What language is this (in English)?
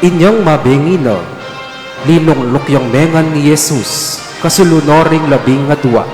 Pampanga